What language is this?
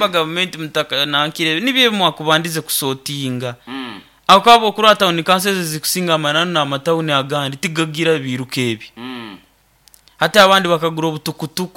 Nyoro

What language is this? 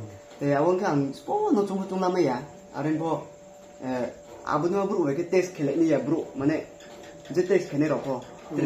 Riang (India)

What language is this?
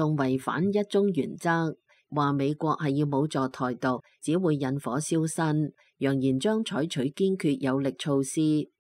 Cantonese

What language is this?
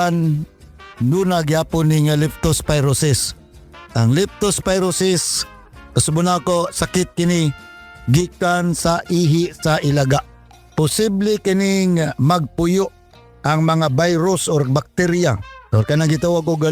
Cebuano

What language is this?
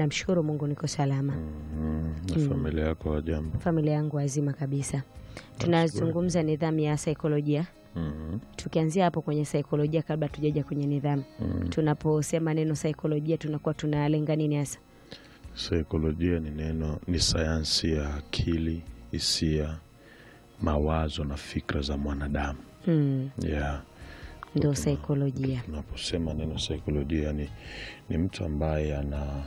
Swahili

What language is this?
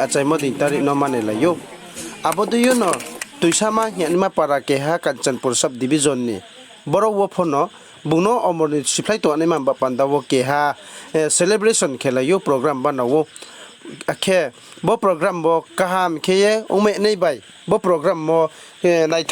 Riang (India)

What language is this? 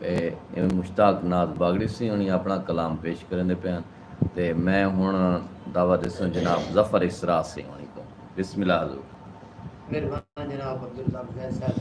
Saraiki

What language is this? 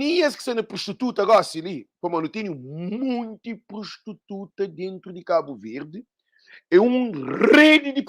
Kabuverdianu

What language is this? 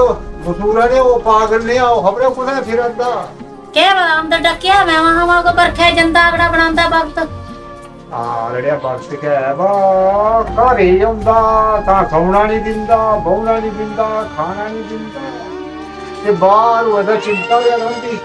Dogri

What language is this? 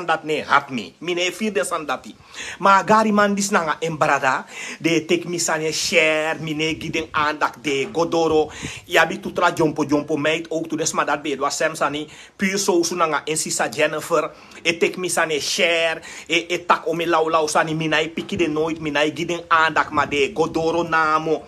Sranan Tongo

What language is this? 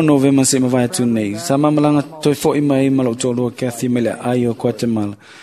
Samoan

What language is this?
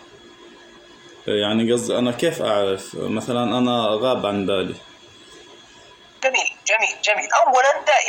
Arabic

